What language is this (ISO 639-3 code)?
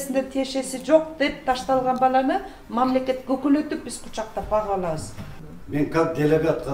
kir